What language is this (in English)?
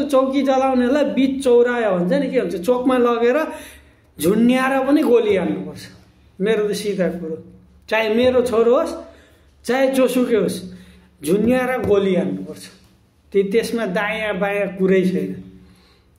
Nepali